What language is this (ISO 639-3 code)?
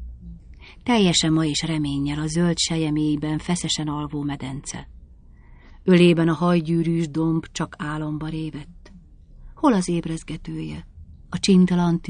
hun